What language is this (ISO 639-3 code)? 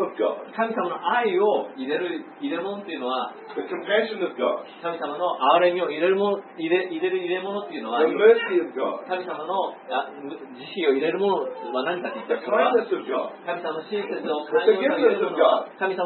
jpn